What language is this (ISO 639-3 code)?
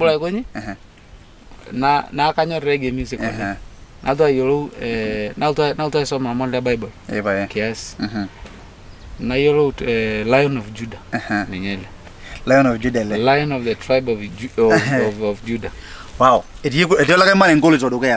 mas